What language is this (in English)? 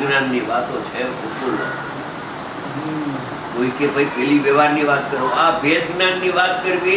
Gujarati